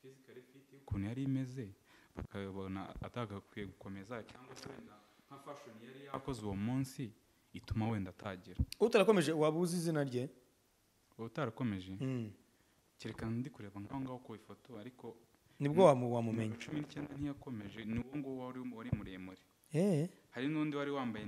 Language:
Kinyarwanda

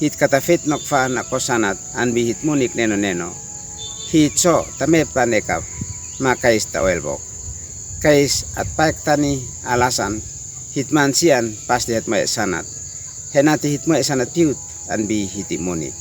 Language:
Uab Meto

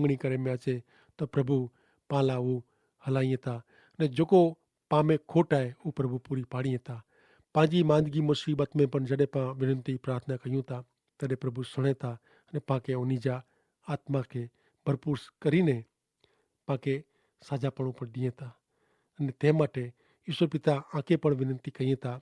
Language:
Kachhi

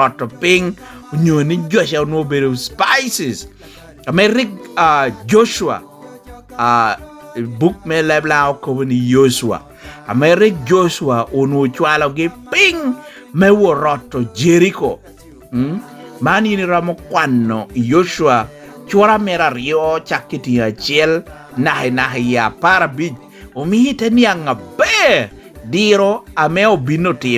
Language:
Lango (Uganda)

